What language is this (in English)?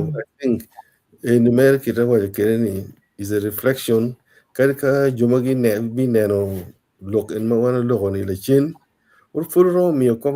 Acoli